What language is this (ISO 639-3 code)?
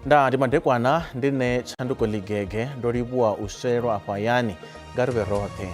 ven